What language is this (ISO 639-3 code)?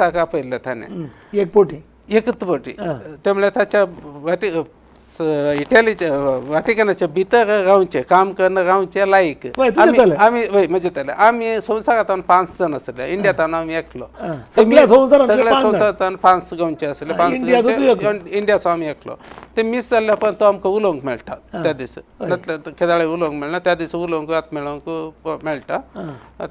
kok